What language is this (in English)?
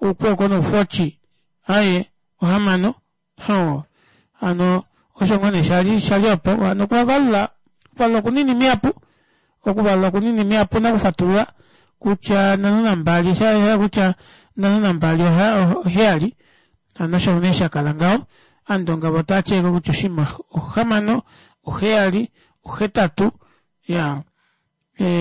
Kuanyama